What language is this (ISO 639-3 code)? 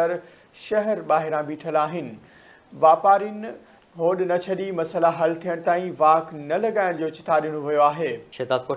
snd